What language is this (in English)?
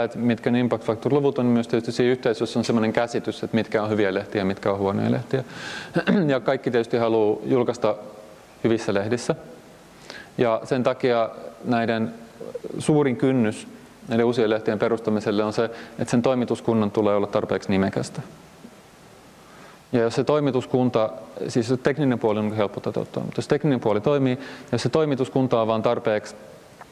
Finnish